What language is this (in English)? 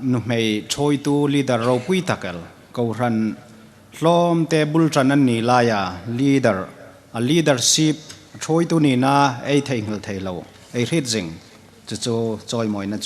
Hmar